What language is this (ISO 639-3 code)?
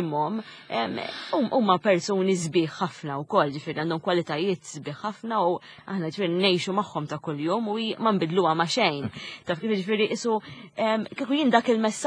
mlt